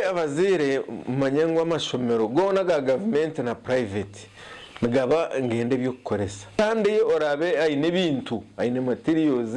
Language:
Nyankole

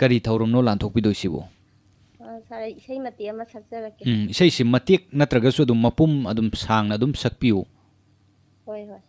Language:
Manipuri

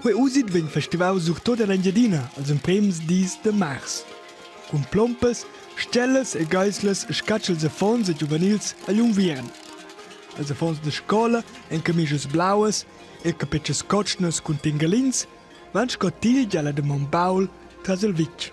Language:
Romansh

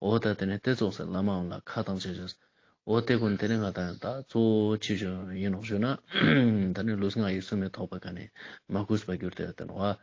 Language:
Ladakhi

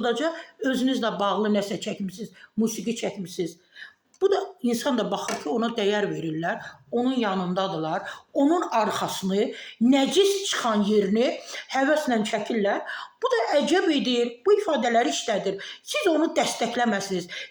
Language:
Azerbaijani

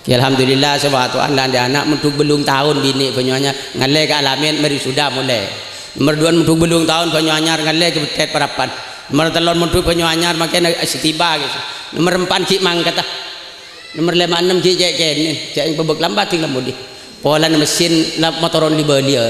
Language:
Madurese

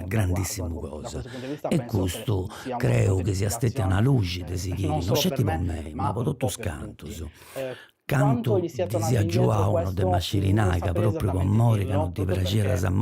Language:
Sardinian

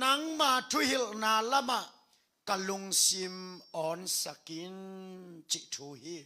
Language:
Tedim Chin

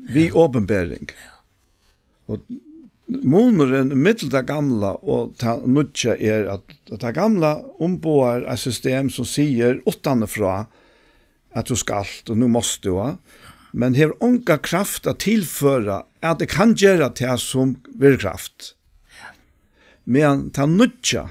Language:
Faroese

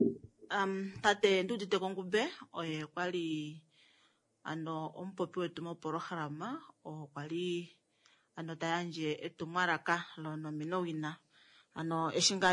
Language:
Kuanyama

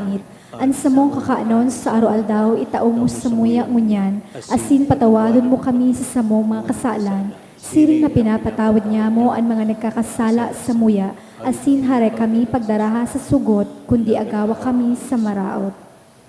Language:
Bikol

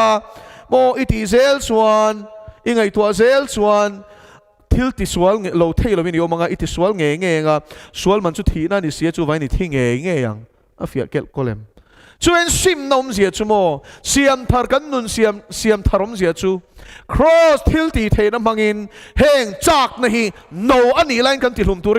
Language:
Mizo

